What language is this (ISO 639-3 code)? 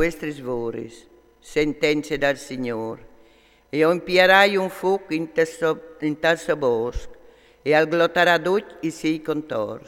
fur